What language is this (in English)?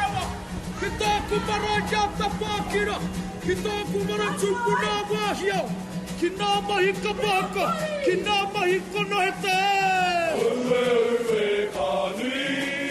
Māori